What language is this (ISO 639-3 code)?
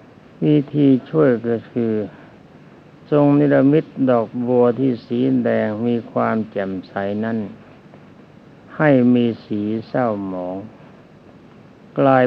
tha